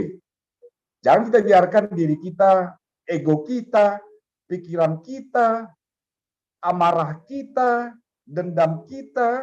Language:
Batak Simalungun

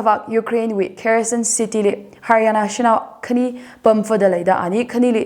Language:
Tangkhul Naga (India)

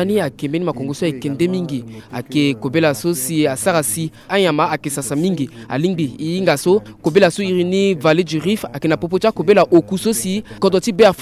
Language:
Sango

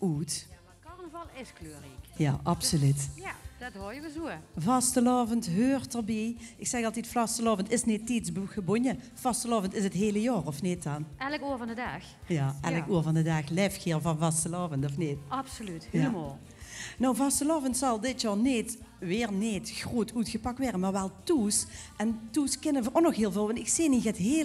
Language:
Limburgish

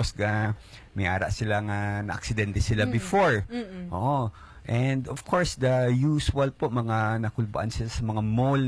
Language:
Hiligaynon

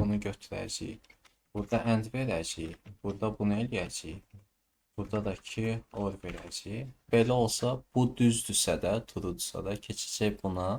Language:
Azerbaijani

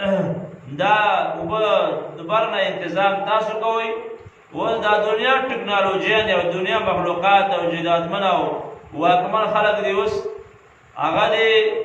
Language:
Pashto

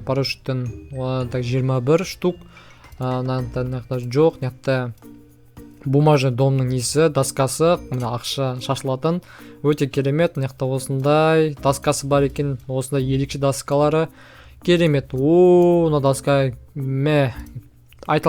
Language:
Kazakh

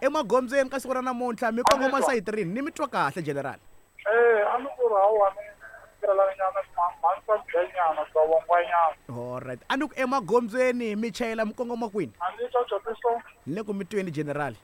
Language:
Tsonga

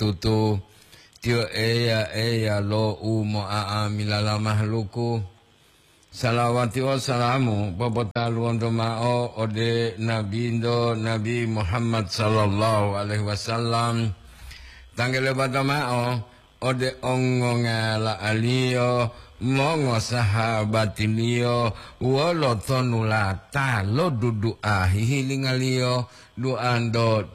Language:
Gorontalo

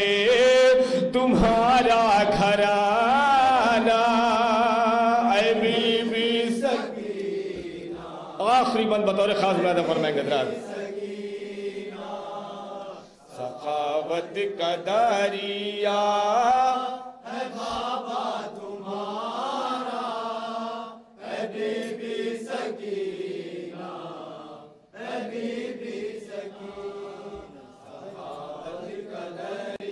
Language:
Urdu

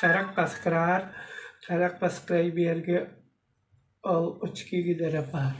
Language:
Tuvinian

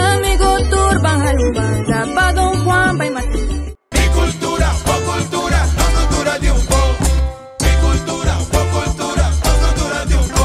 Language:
Papiamento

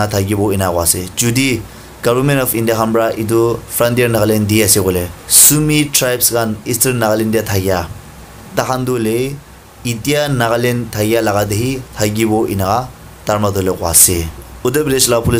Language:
Naga Pidgin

